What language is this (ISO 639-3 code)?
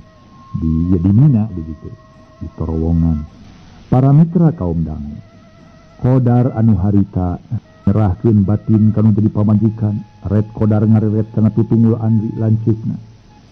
sun